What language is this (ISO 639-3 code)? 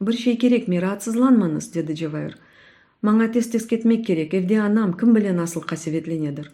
crh